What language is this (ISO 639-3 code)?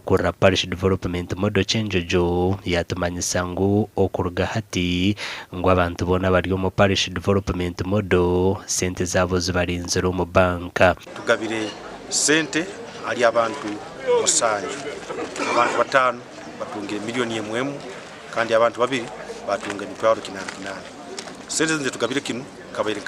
nyn